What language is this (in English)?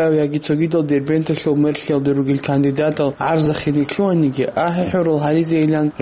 Avaric